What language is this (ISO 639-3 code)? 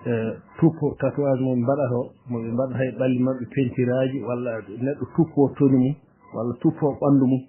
ful